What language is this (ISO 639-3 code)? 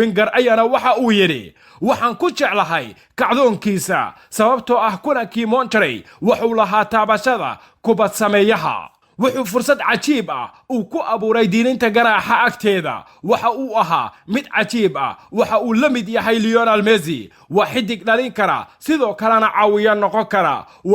som